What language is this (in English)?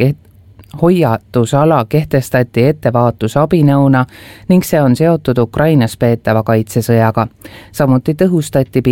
Estonian